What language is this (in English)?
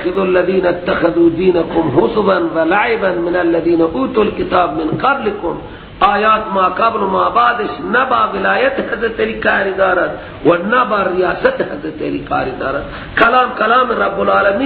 Persian